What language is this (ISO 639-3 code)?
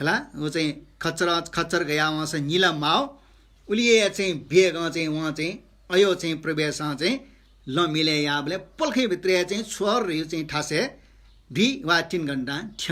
new